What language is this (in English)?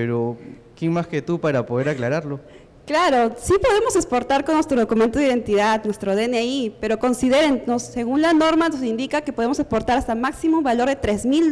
Spanish